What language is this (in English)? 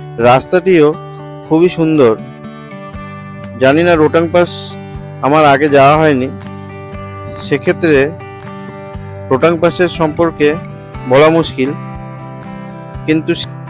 Bangla